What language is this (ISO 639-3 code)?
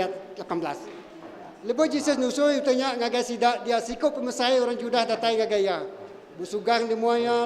iba